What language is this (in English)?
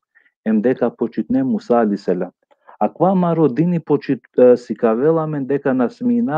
Balkan Romani